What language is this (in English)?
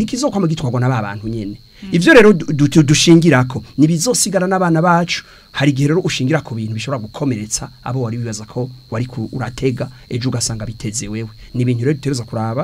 Rundi